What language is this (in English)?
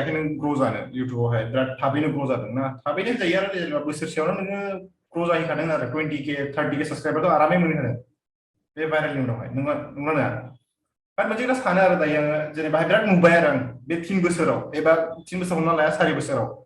Bodo